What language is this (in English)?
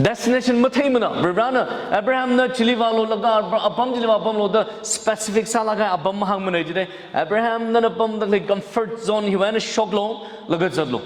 Tangkhul Naga (India)